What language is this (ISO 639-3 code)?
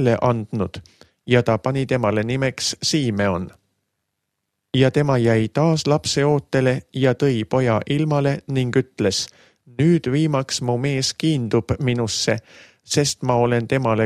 est